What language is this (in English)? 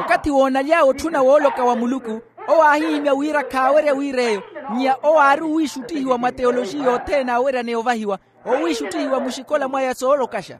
Makhuwa